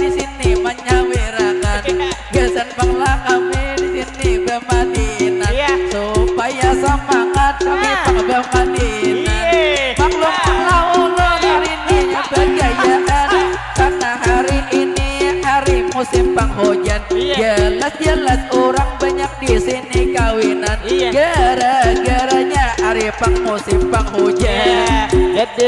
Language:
Banjar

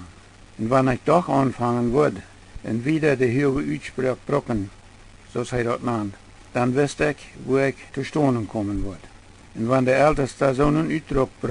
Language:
Plautdietsch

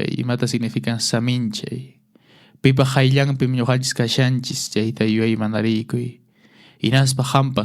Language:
Quechua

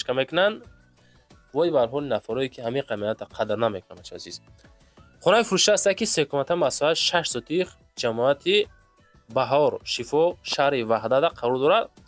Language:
Tajik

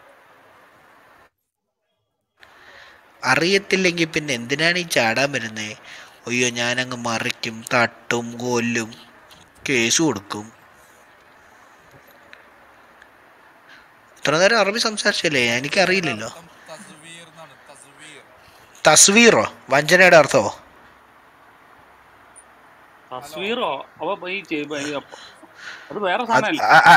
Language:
Malayalam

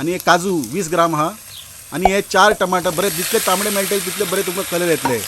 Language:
Konkani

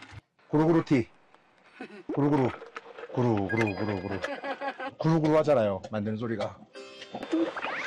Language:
Korean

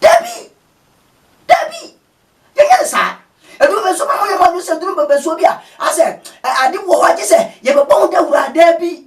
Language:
Akan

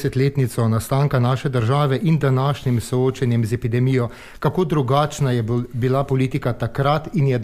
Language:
Slovenian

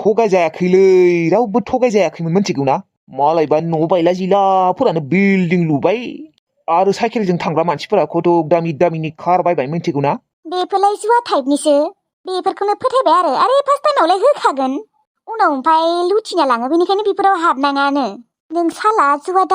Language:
Bodo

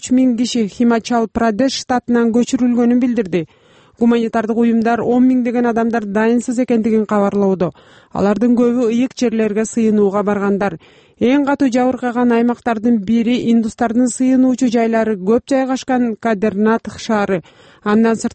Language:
Kyrgyz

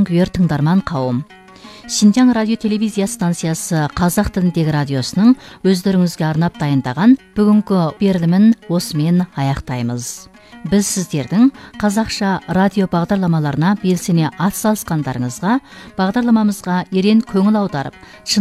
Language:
Kazakh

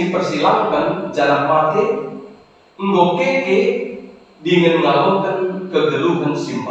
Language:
Batak Karo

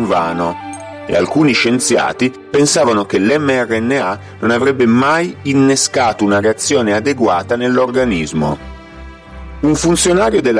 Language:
Italian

